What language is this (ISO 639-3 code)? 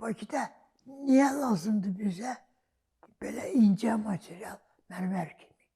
aze